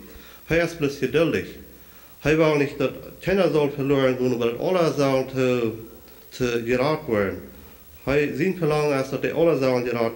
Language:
Plautdietsch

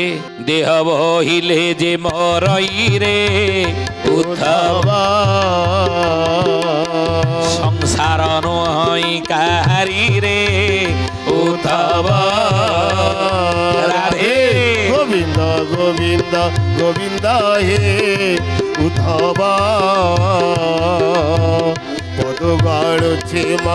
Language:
Odia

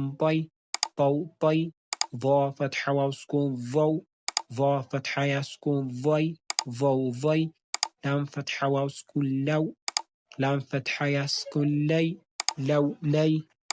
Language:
Amharic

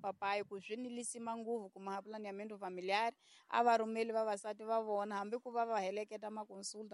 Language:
Tsonga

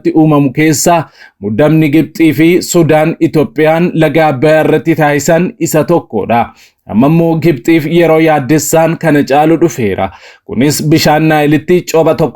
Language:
Oromo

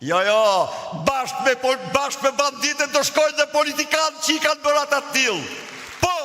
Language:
Albanian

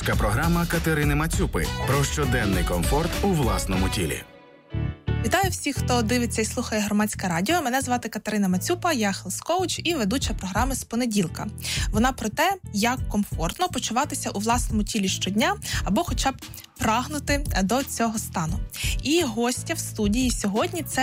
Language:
Ukrainian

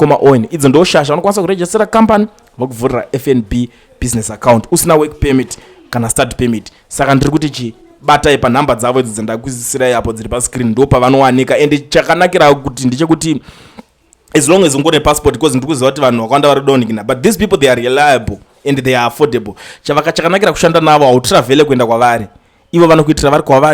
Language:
Shona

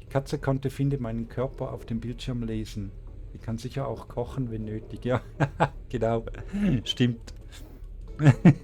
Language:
Swiss German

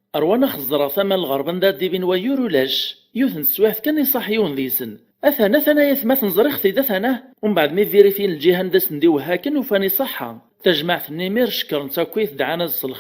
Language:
Kabyle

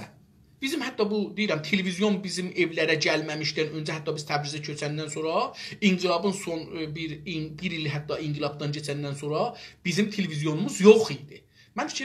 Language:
South Azerbaijani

